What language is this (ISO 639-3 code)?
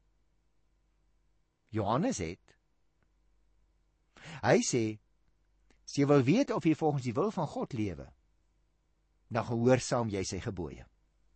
afr